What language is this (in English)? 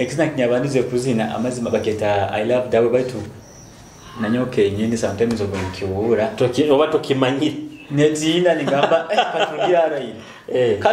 Nyoro